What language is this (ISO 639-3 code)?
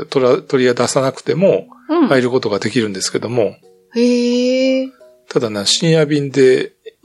jpn